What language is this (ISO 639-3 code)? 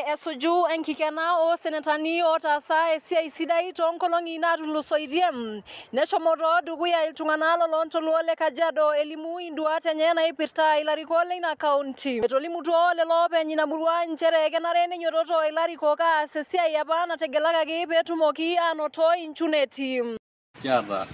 mas